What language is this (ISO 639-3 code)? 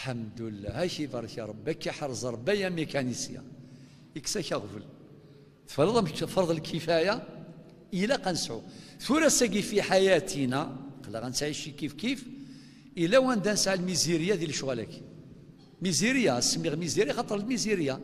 kab